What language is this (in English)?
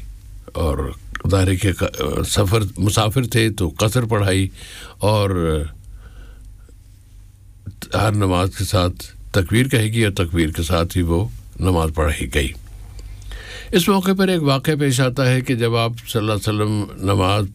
Urdu